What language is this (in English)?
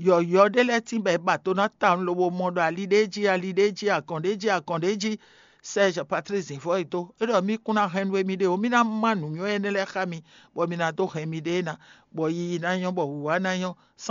Fon